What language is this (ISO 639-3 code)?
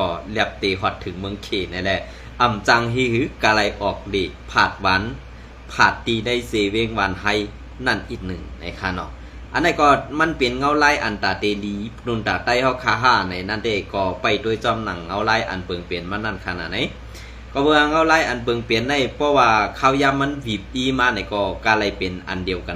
shn